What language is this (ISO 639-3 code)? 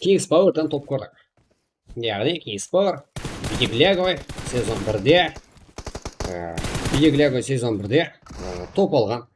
kaa